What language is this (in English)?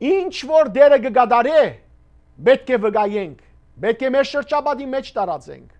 Western Armenian